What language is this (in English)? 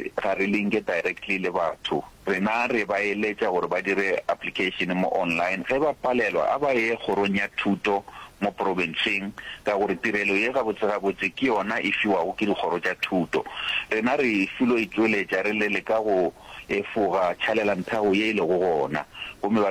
Northern Sotho